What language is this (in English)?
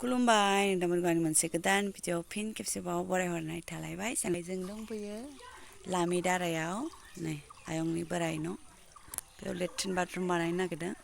Bodo